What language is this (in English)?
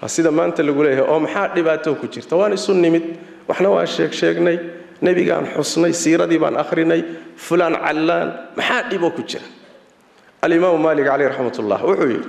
Somali